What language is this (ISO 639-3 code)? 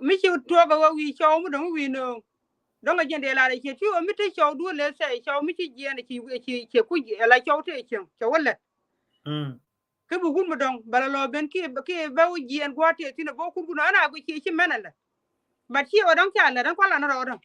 nus